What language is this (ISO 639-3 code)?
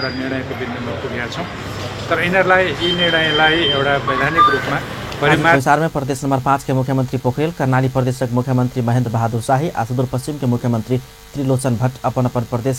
mai